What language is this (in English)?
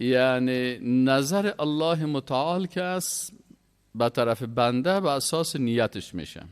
Persian